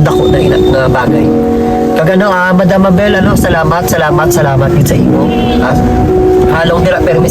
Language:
Hiligaynon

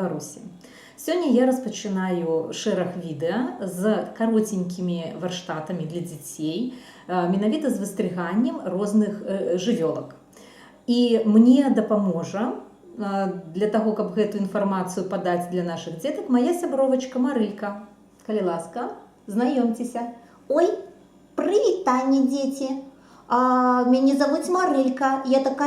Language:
Belarusian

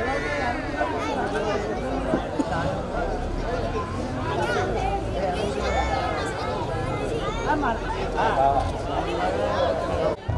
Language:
Telugu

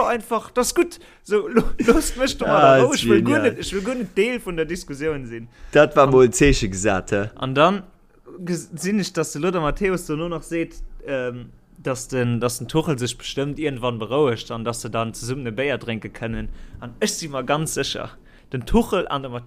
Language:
Luxembourgish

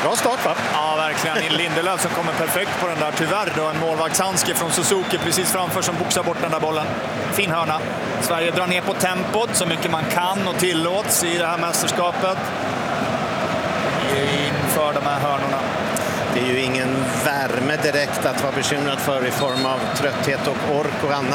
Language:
Swedish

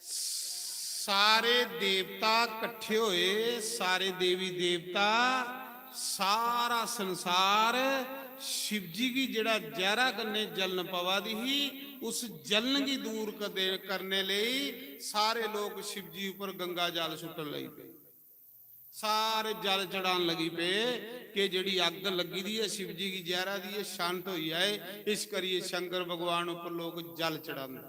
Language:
Dogri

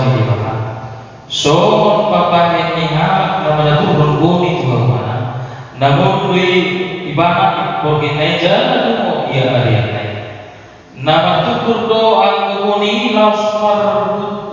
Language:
Batak Toba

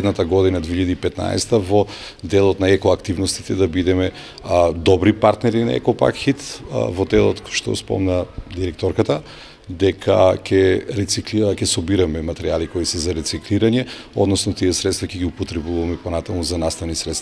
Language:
Macedonian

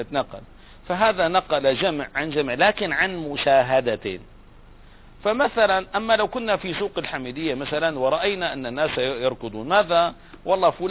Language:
Arabic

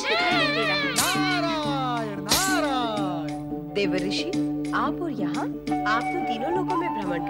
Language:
Hindi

